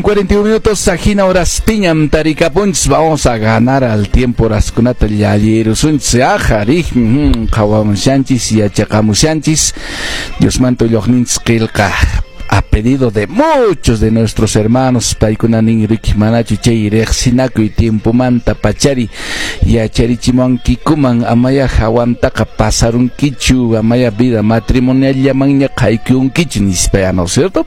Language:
Quechua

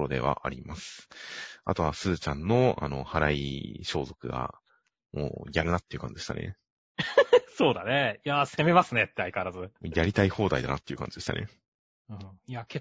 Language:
Japanese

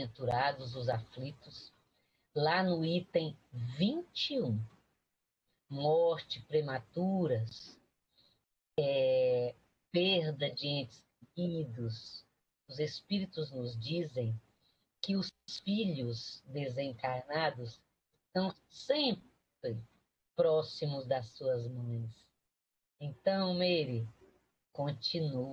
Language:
Portuguese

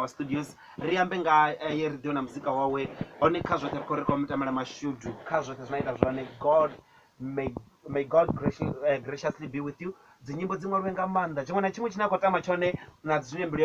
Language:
Venda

